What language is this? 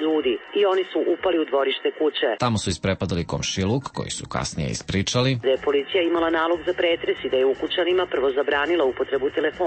Serbian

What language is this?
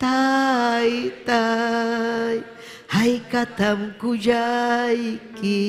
Ayacucho Quechua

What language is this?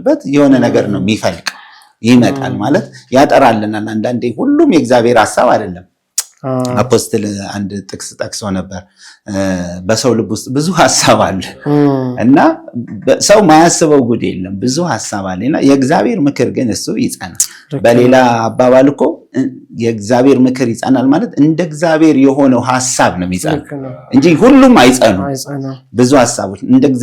Amharic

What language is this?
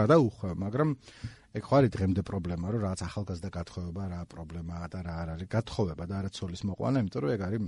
Georgian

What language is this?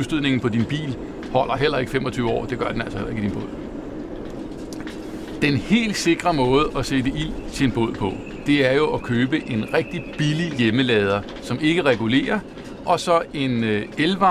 Danish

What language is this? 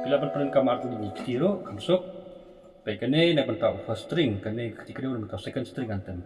Khasi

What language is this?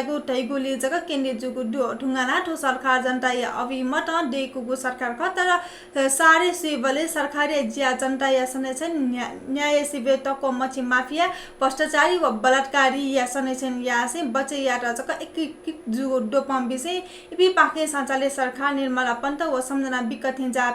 Newari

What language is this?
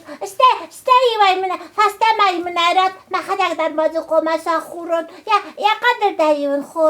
Ossetic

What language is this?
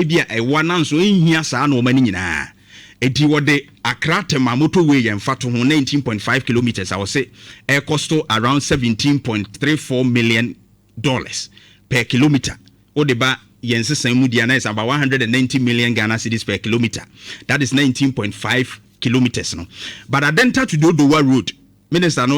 Akan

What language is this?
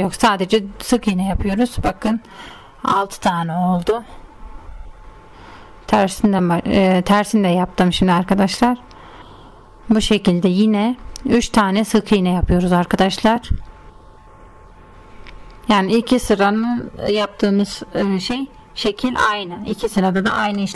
Turkish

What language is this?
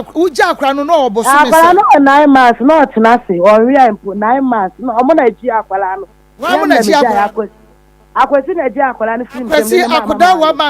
Akan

